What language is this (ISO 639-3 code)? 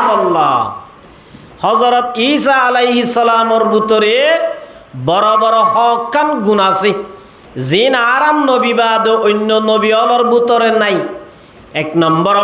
rhg